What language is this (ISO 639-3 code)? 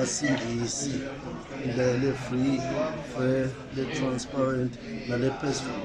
nde